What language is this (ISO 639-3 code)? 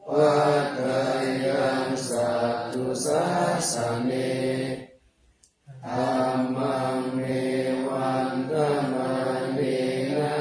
pli